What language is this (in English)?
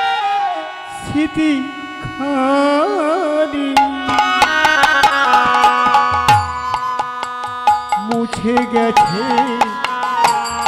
Bangla